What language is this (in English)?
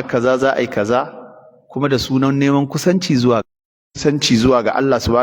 Hausa